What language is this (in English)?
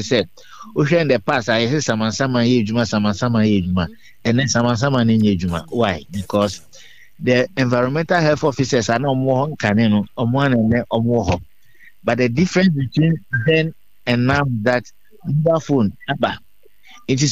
Akan